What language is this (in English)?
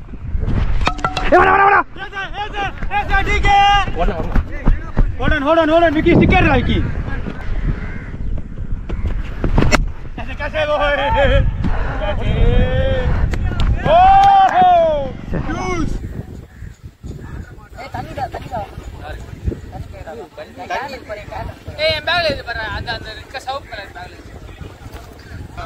Tamil